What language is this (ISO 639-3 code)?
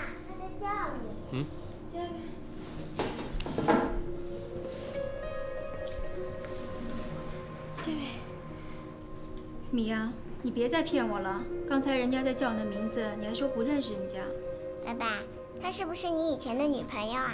zho